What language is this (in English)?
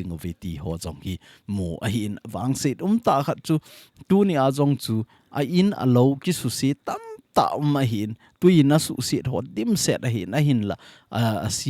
Thado Chin